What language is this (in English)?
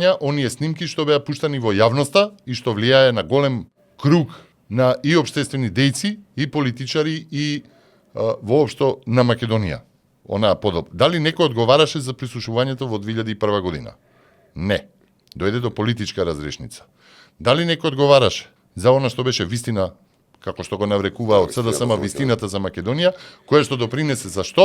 Macedonian